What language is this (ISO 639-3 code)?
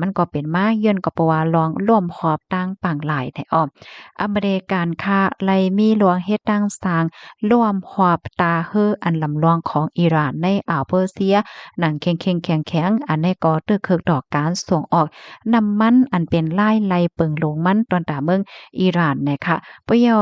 shn